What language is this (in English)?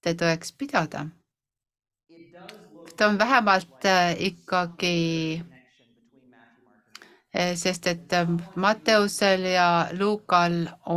Estonian